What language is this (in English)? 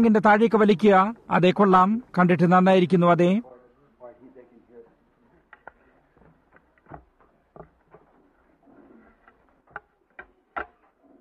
Malayalam